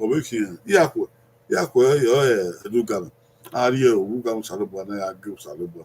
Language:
Bini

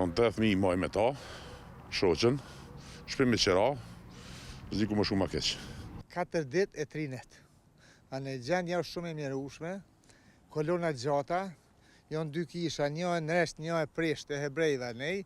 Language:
Albanian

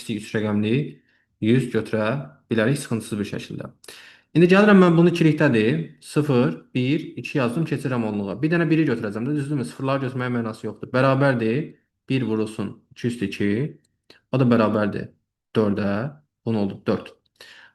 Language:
Azerbaijani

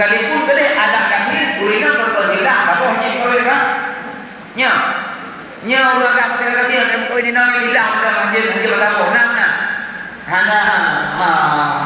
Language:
Achinese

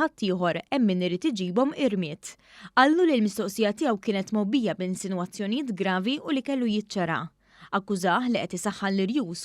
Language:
Maltese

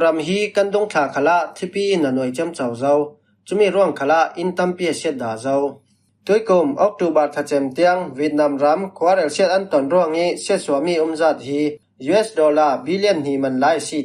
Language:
Falam Chin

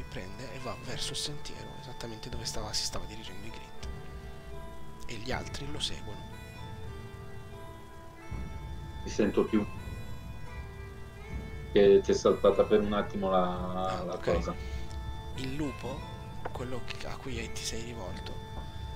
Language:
Italian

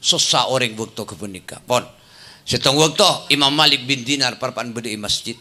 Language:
Madurese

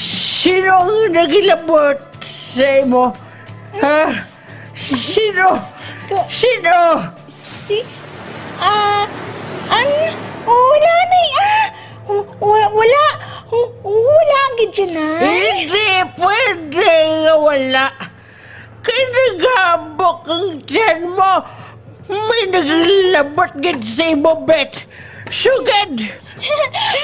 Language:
Hiligaynon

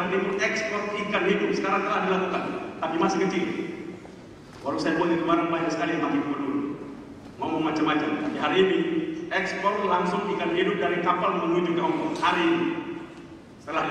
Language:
Indonesian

